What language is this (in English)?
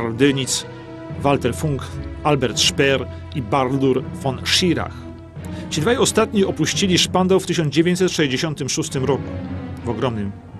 Polish